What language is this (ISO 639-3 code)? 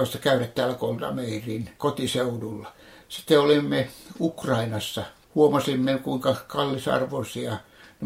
fin